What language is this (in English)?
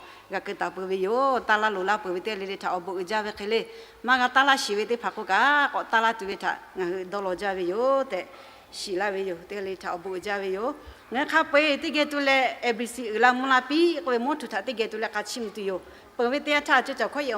Lahu